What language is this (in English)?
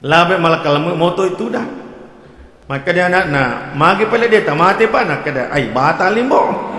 Buginese